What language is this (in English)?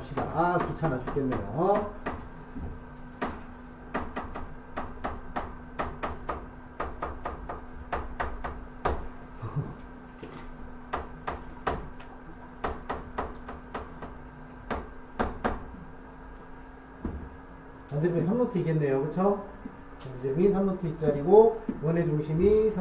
Korean